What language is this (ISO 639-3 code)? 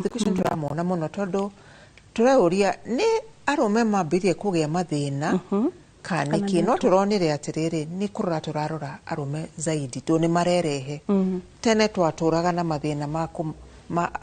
kik